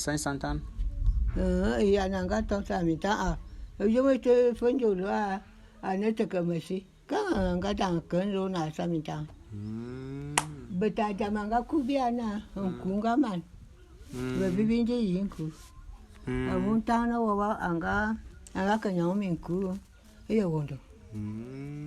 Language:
Bulu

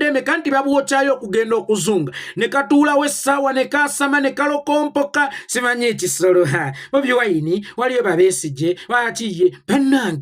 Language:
Ganda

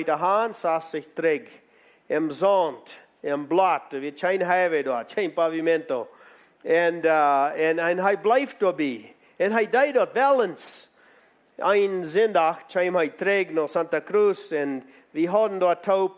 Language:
Plautdietsch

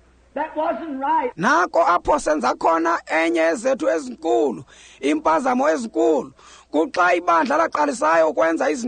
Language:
Xhosa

